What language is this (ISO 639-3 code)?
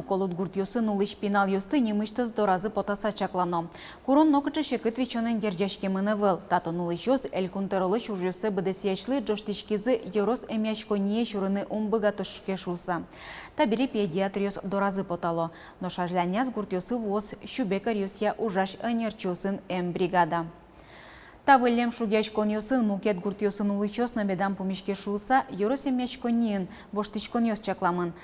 udm